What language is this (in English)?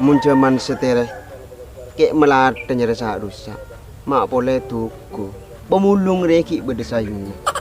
Madurese